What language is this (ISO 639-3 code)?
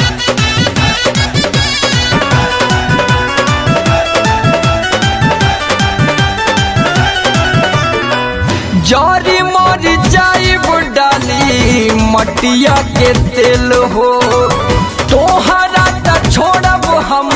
bho